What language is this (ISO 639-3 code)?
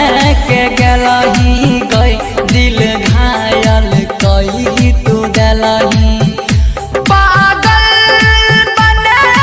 bho